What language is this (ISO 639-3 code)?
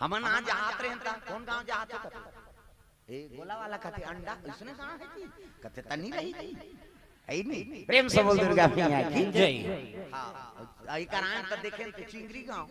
hne